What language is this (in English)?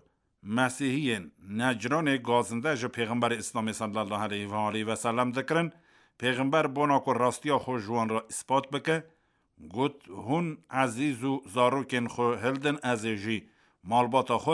Kurdish